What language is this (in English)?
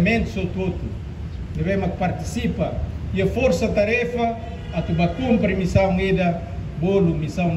Tetum